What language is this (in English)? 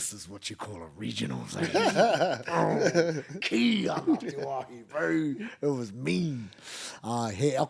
Māori